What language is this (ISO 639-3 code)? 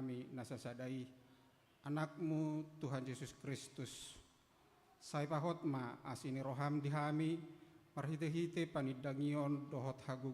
bbc